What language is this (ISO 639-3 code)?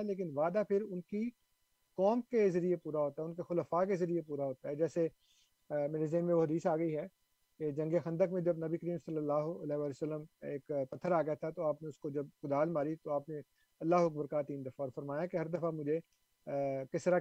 urd